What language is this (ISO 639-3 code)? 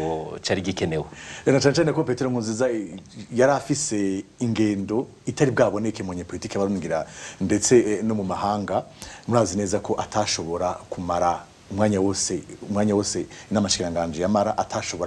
run